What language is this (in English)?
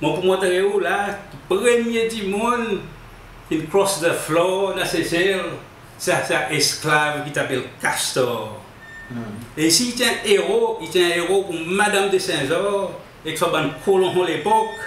Seselwa Creole French